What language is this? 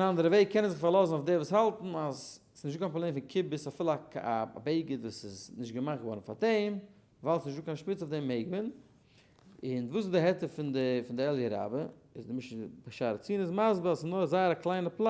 Yiddish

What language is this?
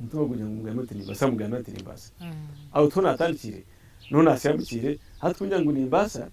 Nyankole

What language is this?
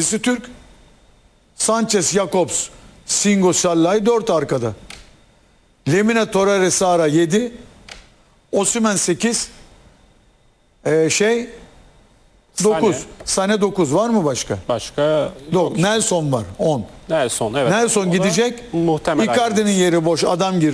Turkish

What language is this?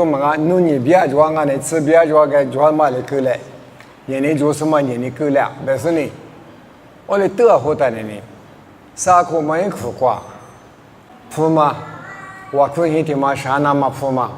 Lisu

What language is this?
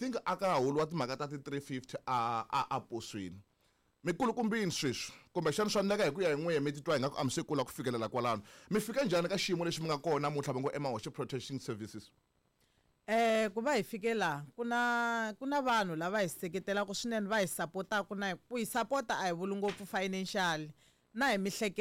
Tsonga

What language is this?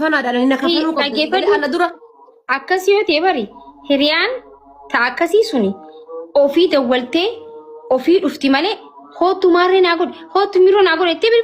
Oromo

